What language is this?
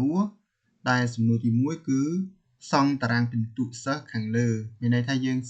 Khmer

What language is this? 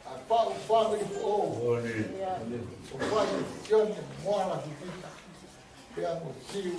Tongan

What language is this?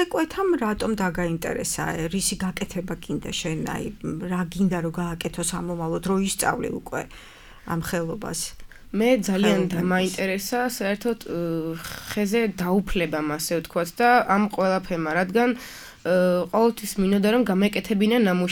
Georgian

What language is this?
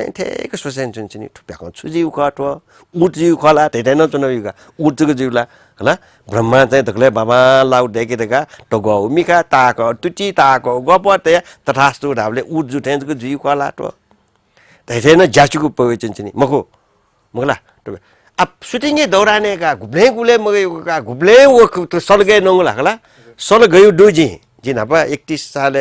Newari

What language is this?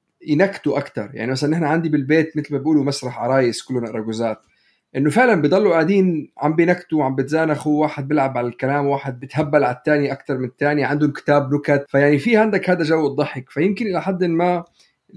North Levantine Arabic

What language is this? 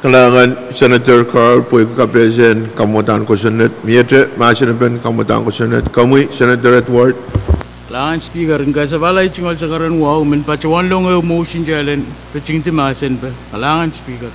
Pohnpeian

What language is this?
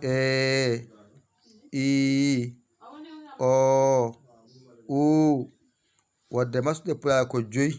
Fula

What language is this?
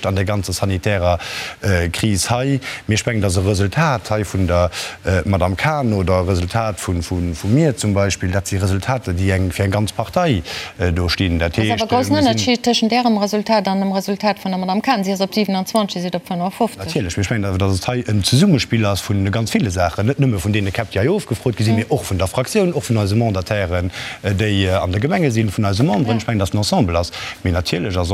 Luxembourgish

